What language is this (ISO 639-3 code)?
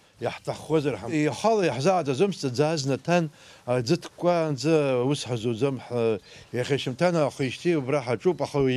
abk